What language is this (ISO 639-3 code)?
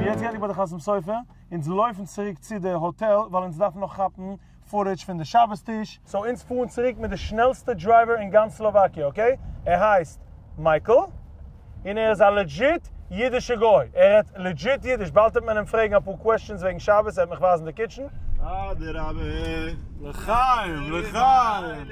yid